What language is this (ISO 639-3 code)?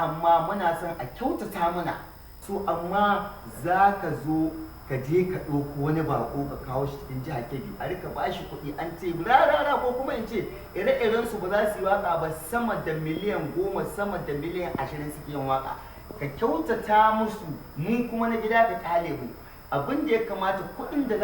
hau